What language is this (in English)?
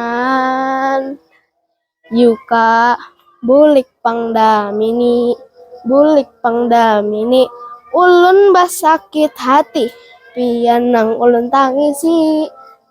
Banjar